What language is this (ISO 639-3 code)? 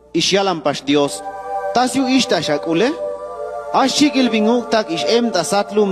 cac